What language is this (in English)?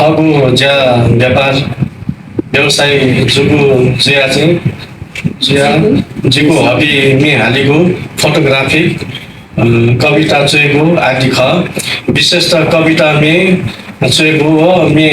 Newari